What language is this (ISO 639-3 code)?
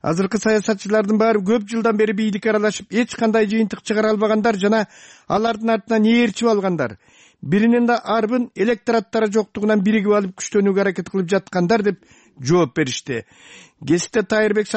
kir